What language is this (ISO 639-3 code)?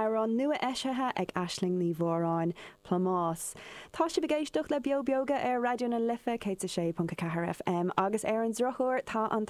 gle